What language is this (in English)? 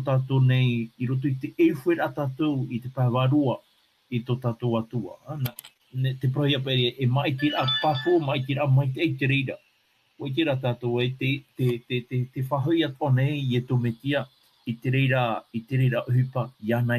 Tahitian